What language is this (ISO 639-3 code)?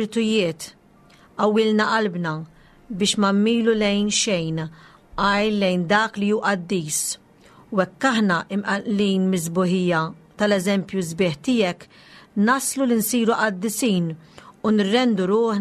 mlt